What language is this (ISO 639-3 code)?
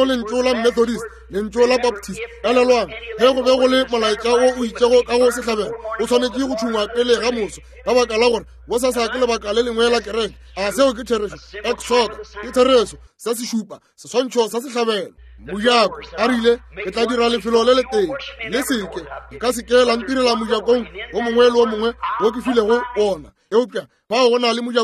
nso